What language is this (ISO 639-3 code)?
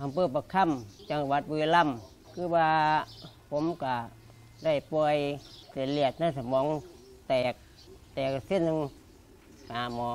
lao